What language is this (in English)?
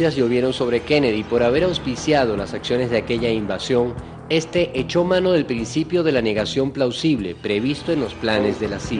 Spanish